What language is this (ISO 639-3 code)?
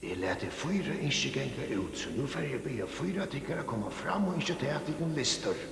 fao